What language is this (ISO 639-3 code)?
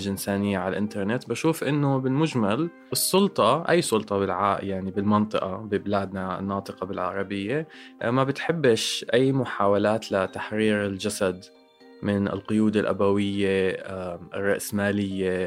apc